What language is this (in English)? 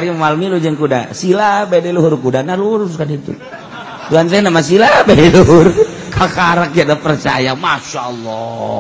Sundanese